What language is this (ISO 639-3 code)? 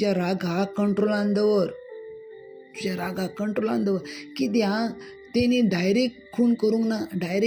kok